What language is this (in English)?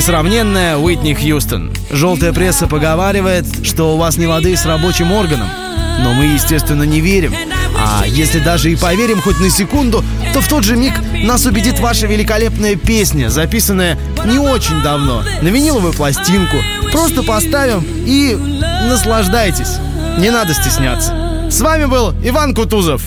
Russian